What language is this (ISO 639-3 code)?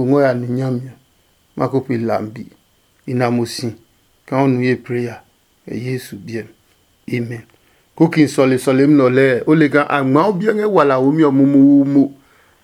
ada